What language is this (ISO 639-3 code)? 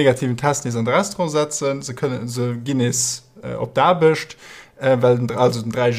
ltz